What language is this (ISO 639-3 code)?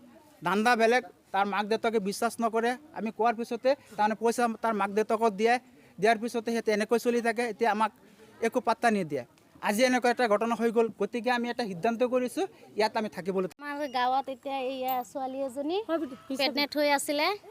asm